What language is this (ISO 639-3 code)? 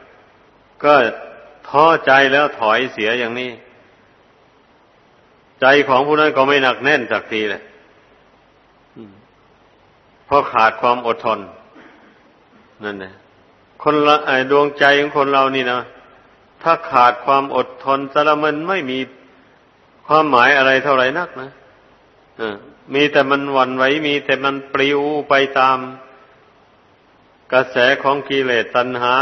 tha